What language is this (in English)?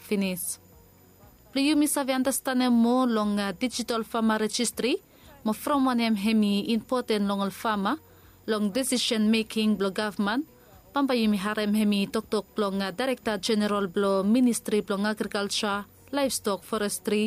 Bislama